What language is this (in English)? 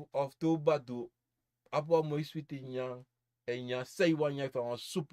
Sranan Tongo